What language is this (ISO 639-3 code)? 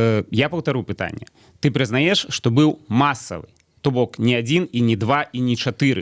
bel